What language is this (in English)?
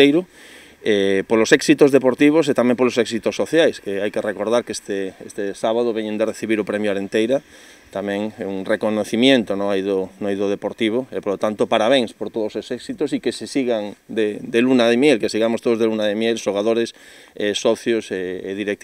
Galician